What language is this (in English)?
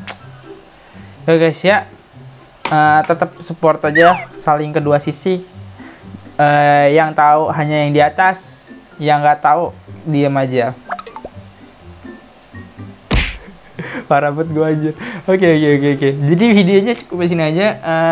Indonesian